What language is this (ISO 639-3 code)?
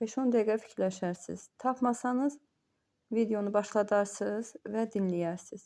aze